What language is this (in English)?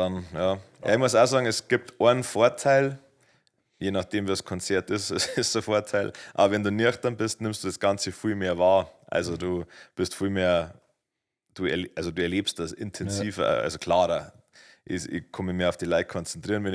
Bavarian